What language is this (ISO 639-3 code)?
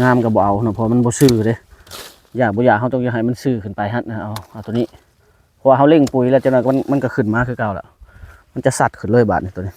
tts